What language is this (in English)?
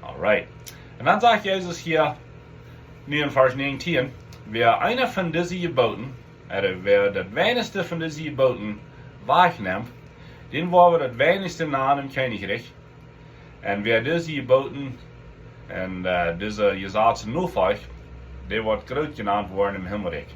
Plautdietsch